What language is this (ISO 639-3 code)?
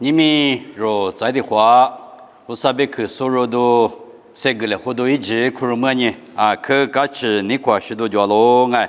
lis